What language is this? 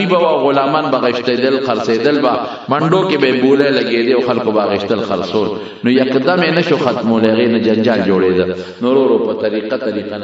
Pashto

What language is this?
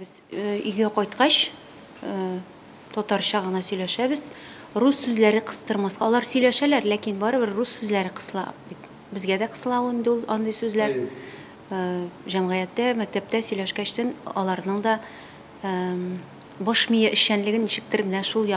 Tatar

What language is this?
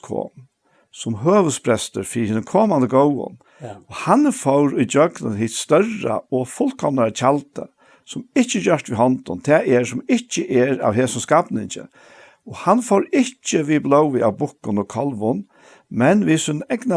Faroese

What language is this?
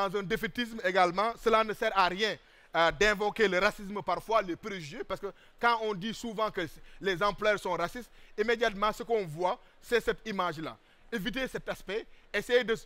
French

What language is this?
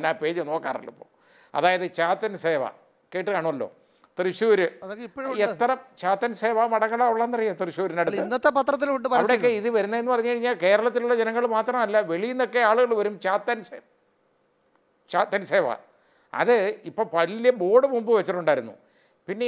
Malayalam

